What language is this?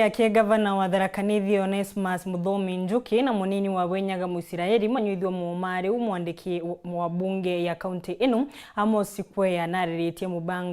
Meru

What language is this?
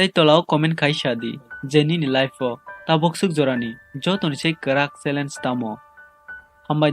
Kok Borok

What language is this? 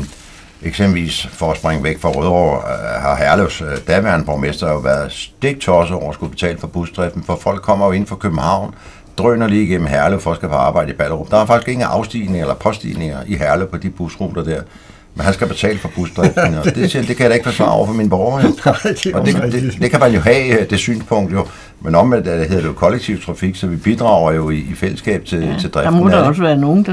Danish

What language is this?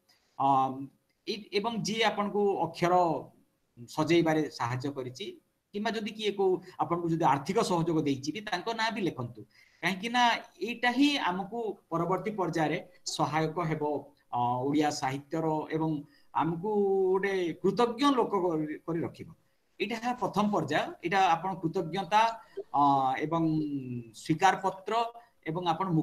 Odia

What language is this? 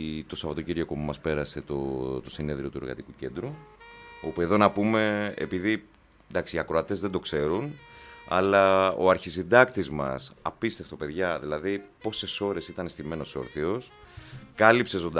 Greek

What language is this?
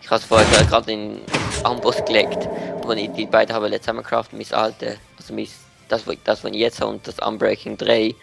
Swiss German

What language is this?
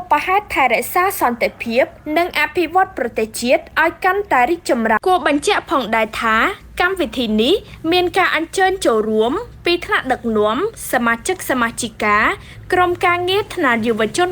Khmer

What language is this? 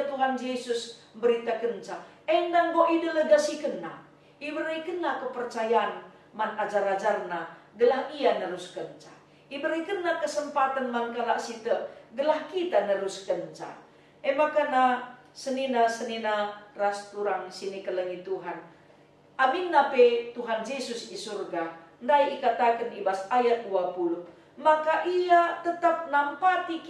Batak Karo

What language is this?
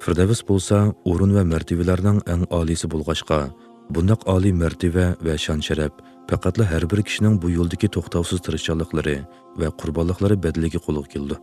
Uyghur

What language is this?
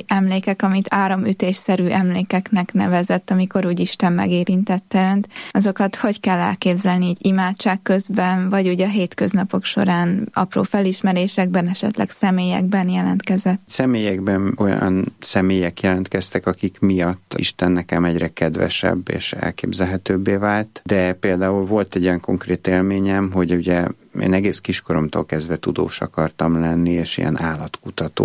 Hungarian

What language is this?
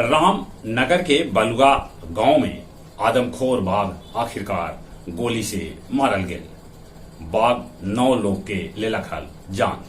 Magahi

